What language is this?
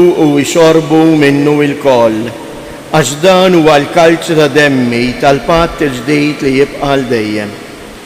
Maltese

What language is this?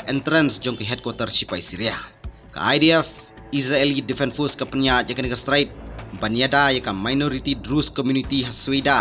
Khasi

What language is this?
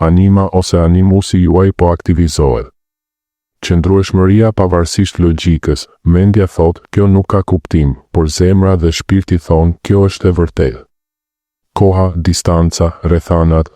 Albanian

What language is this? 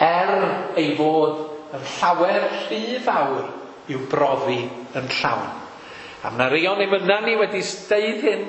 Welsh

